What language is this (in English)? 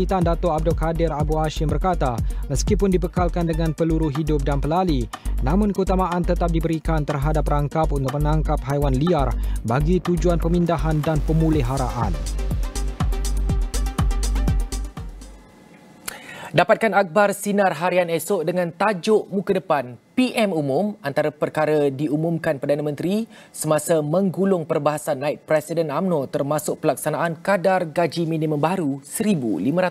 Malay